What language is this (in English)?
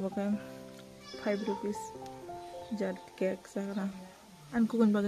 Kok Borok